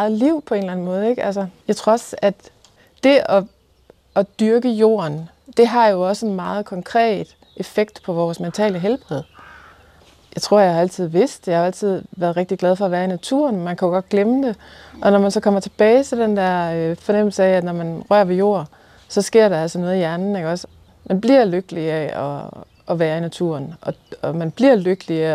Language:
Danish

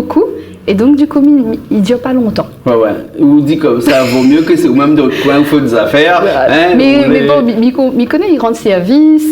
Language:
Réunion Creole French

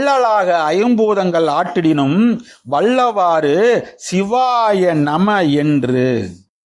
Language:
Tamil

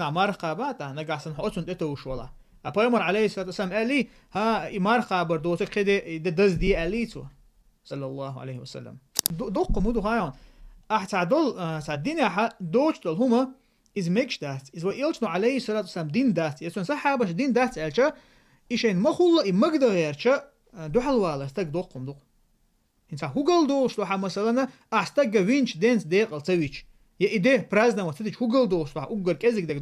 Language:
Chechen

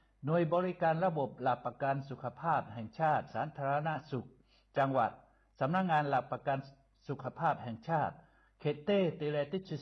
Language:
Lahu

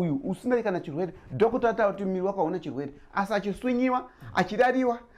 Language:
Shona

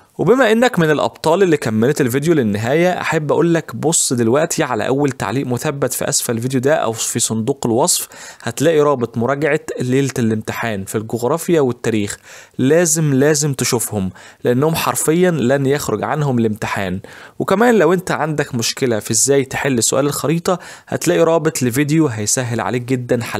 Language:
Egyptian Arabic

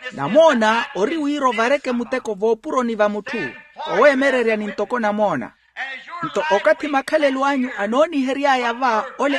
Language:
Makhuwa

